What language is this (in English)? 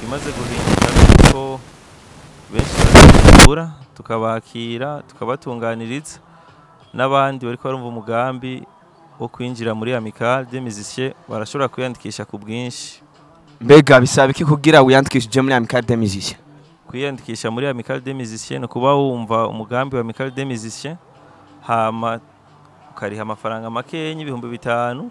Rundi